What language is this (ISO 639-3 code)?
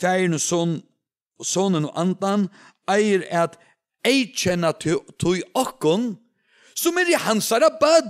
fao